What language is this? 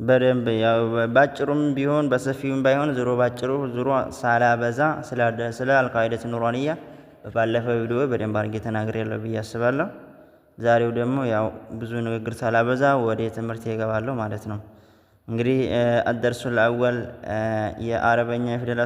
Amharic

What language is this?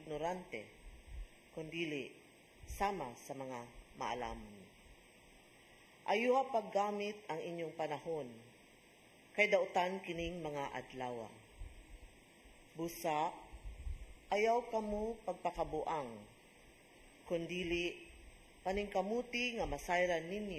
Cebuano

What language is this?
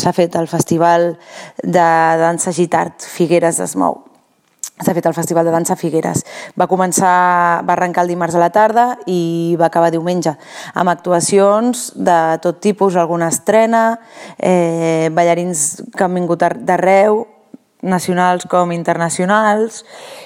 Catalan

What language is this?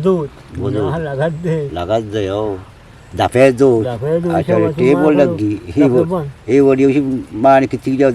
Eastern Balochi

